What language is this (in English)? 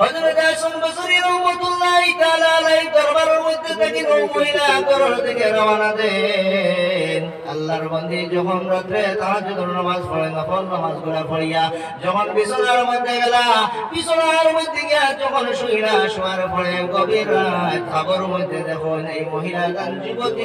Sylheti